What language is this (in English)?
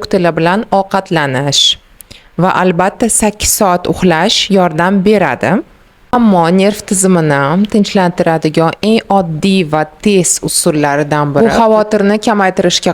Uzbek